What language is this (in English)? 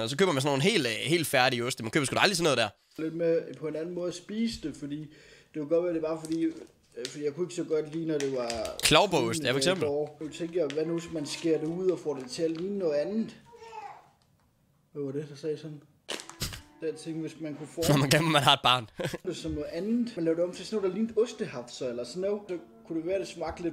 Danish